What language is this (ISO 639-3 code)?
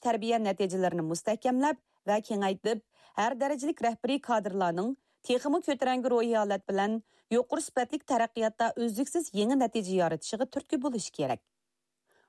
uig